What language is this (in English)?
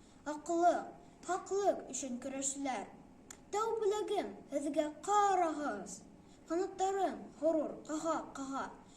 Bashkir